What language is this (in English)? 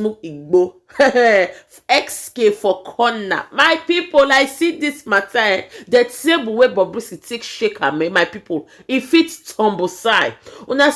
Nigerian Pidgin